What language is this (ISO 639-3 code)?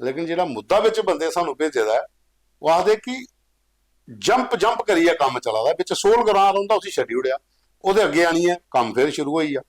doi